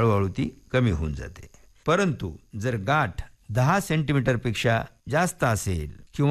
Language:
Marathi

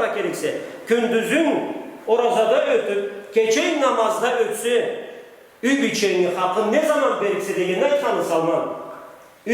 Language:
Karachay-Balkar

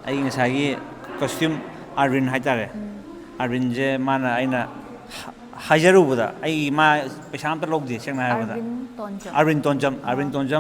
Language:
Manipuri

